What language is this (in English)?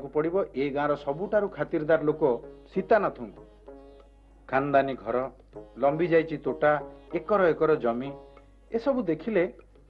Odia